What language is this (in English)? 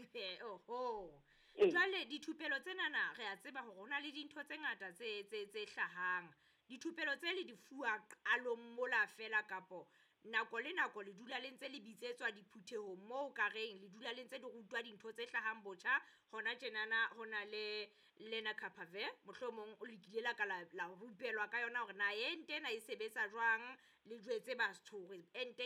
Southern Sotho